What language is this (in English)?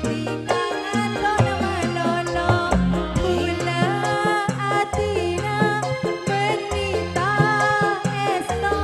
Madurese